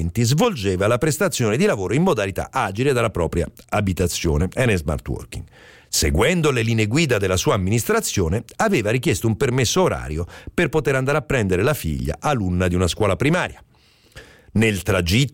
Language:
Italian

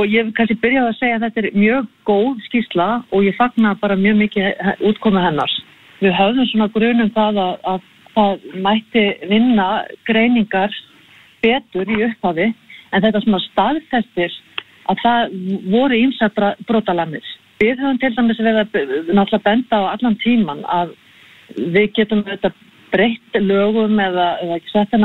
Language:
Icelandic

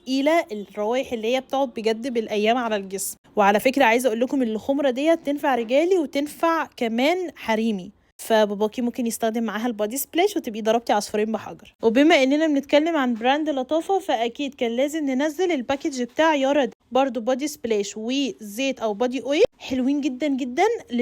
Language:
Egyptian Arabic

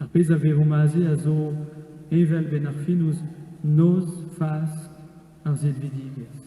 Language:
Breton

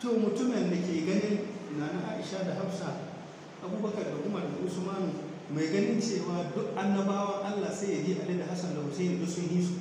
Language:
Hausa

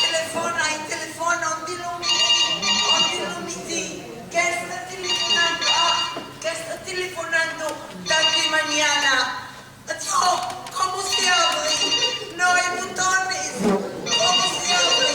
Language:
Ladino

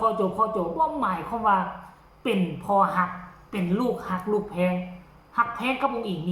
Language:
Northeastern Thai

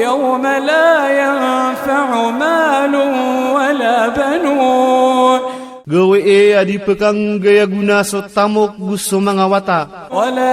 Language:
Iranun (Philippines)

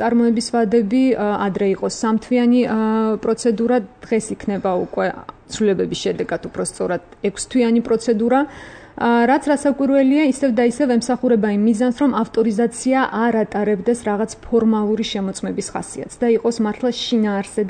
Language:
Georgian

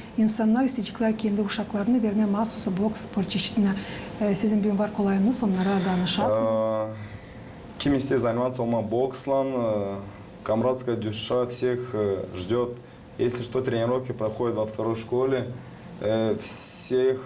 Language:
Gagauz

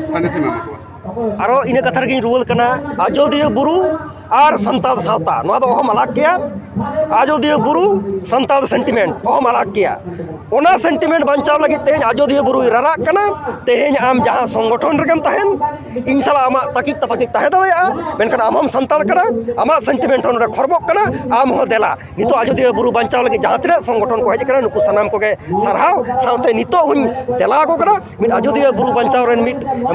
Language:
Santali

